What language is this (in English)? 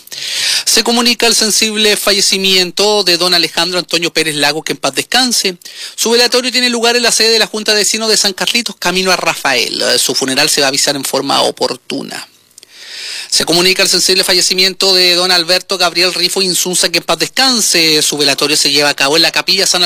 Spanish